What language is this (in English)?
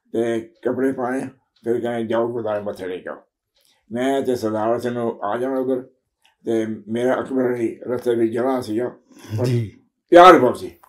Punjabi